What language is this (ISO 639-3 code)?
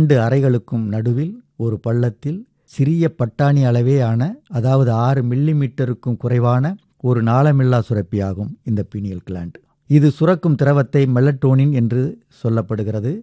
tam